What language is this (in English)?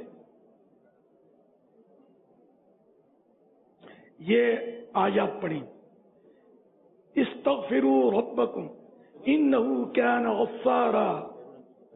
Urdu